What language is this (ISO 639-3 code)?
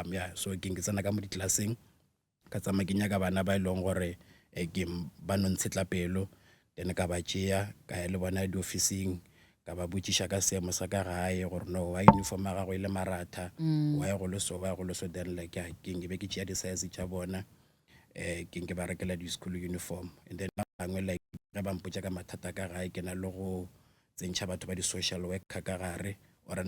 nso